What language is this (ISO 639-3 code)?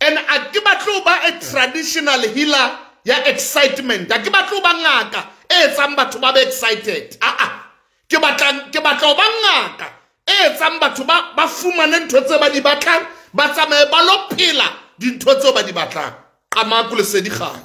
sot